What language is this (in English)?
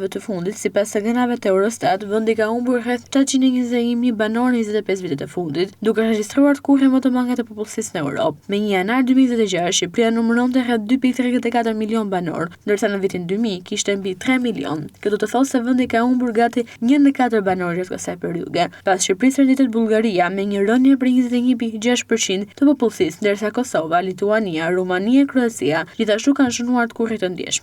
Albanian